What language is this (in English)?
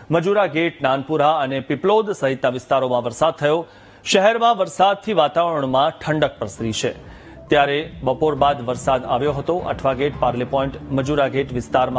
Gujarati